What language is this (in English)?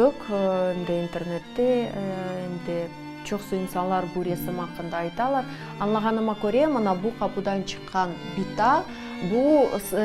Crimean Tatar